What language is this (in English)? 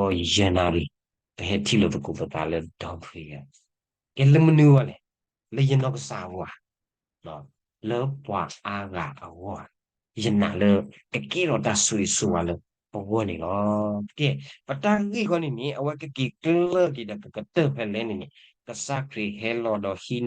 S'gaw Karen